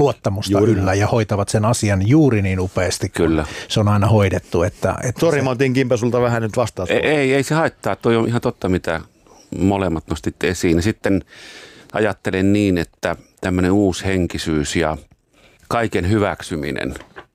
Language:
Finnish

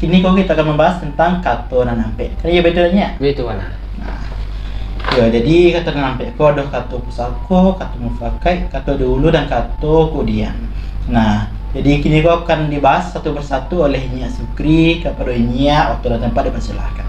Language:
Minangkabau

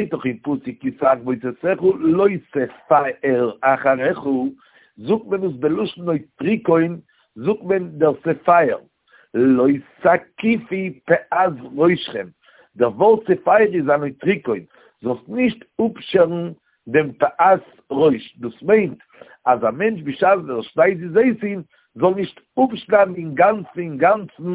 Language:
Yiddish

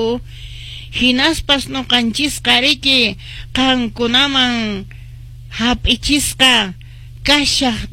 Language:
Quechua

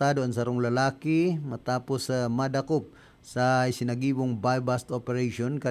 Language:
Bikol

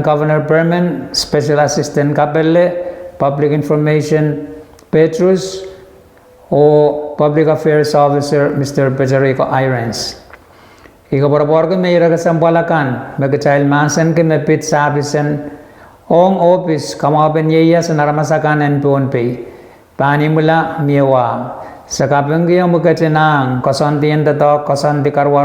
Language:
Pohnpeian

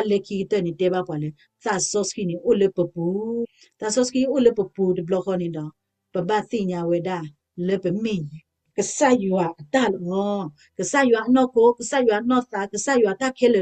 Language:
S'gaw Karen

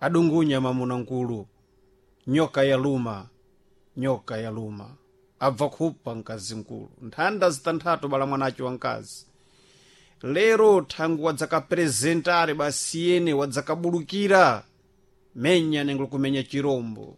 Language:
Sena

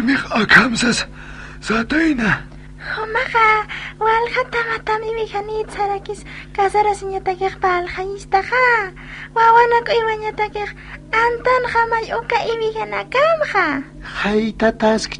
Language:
Aymara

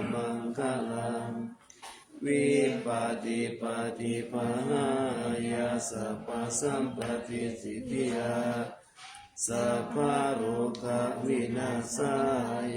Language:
Pali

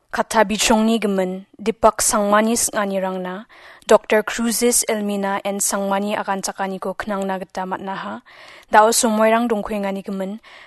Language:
Garo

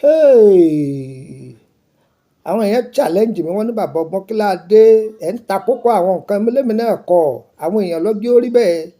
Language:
Yoruba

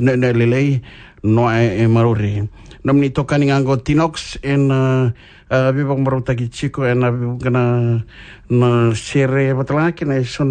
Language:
Fijian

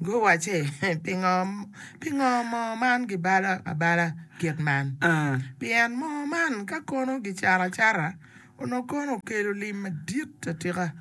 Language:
Acoli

